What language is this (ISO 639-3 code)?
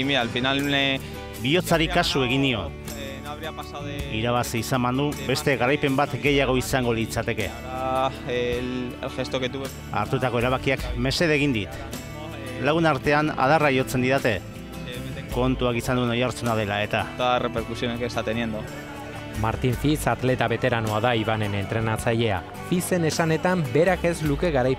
eus